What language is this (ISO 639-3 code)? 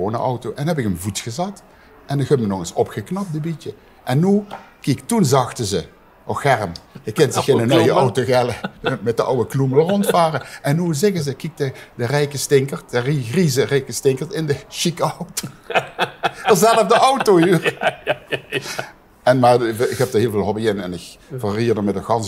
lim